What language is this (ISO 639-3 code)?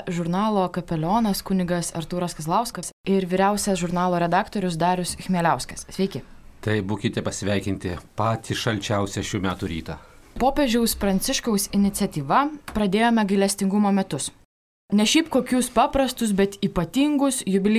lit